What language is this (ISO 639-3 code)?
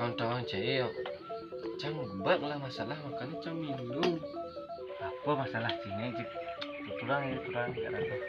ban